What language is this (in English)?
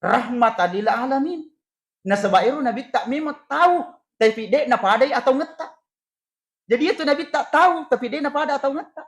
Buginese